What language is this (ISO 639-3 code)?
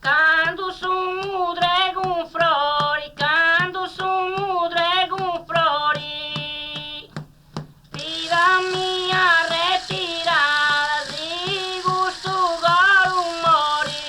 srd